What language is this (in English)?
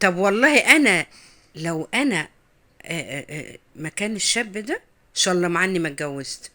Egyptian Arabic